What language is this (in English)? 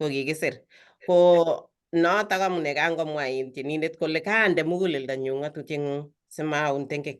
Kalenjin